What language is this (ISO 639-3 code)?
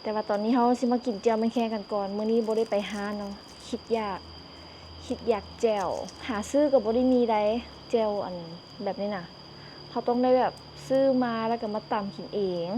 lao